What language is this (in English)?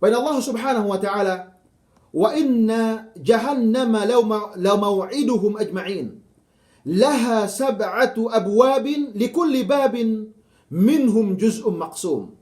Yakan